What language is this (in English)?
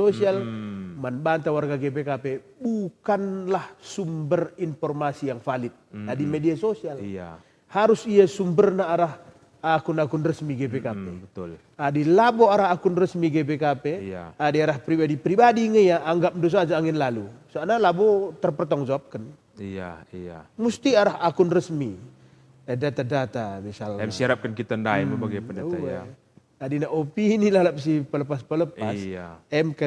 Batak Karo